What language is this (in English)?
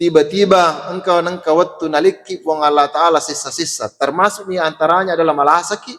Buginese